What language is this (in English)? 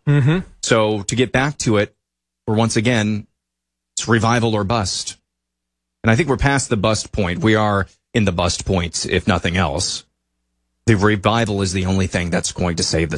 English